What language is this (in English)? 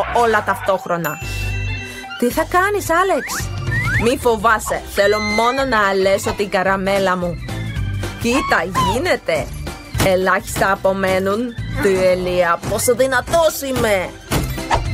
Greek